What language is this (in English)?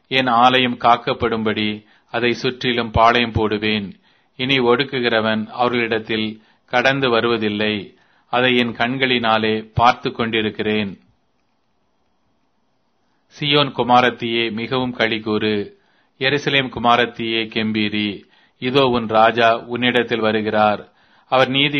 Tamil